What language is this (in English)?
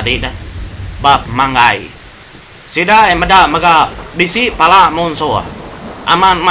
Iban